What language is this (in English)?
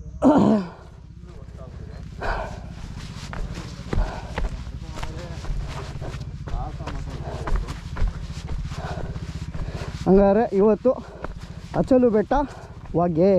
Kannada